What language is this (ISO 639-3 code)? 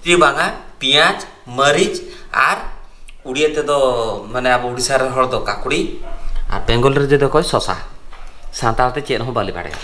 sat